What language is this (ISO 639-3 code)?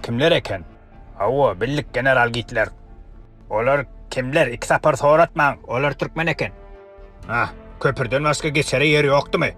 tuk